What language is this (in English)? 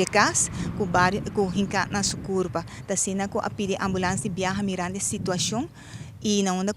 Papiamento